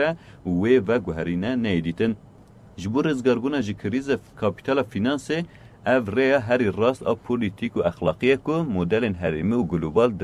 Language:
Kurdish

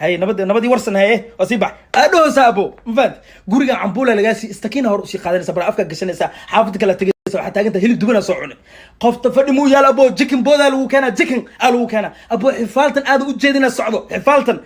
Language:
Somali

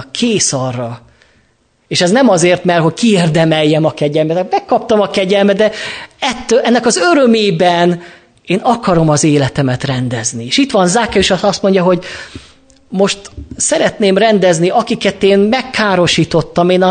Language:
Hungarian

